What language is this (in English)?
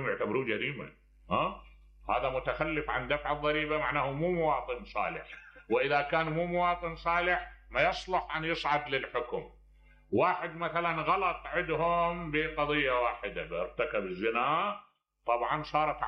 Mesopotamian Arabic